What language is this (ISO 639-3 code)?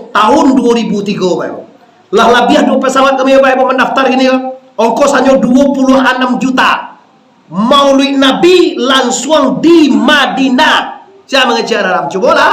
min